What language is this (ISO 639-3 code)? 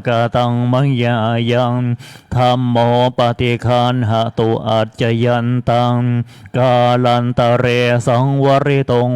pli